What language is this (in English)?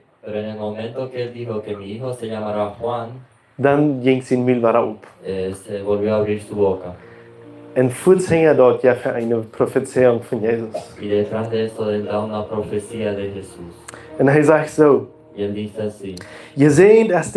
Plautdietsch